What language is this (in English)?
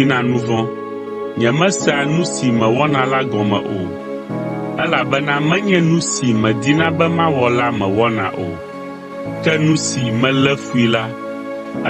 Ewe